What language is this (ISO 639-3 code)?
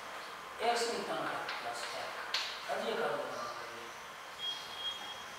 guj